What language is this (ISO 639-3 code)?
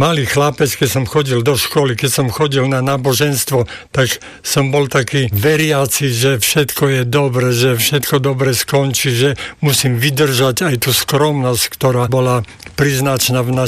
slk